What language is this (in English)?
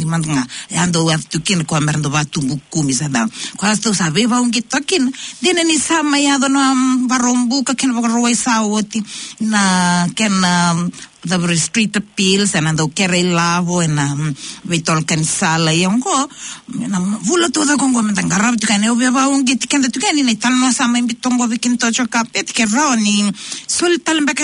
Fijian